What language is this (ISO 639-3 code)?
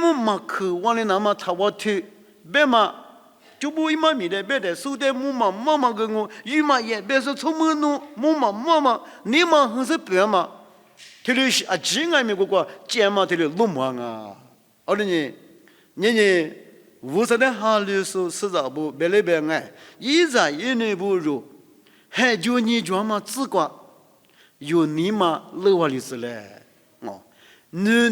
lis